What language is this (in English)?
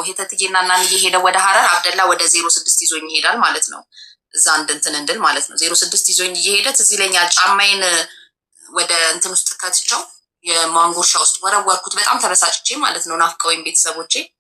Amharic